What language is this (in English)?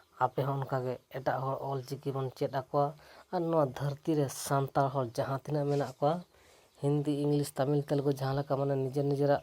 Santali